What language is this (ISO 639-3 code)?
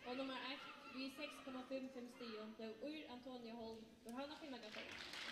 fao